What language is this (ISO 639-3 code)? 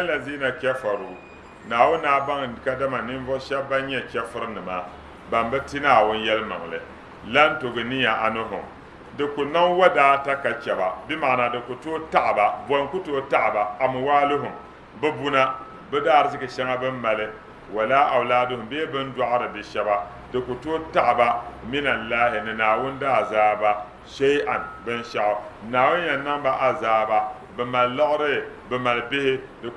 dag